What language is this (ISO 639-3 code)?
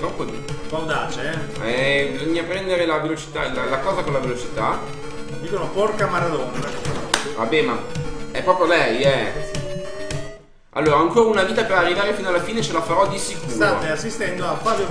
ita